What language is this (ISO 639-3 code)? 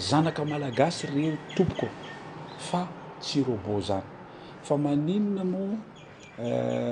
mlg